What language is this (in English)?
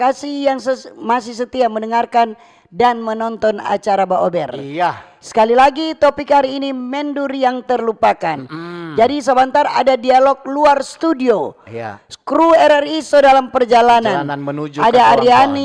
Manado Malay